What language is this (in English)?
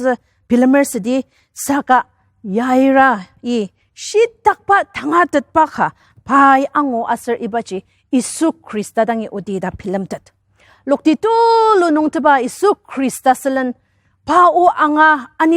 Ao Naga